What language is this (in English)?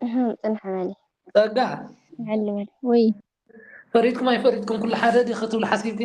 Tigrinya